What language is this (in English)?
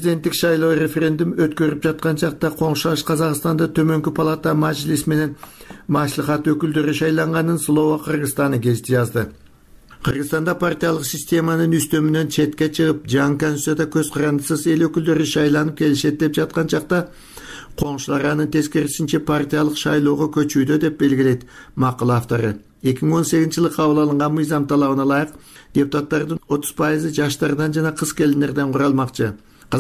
Kyrgyz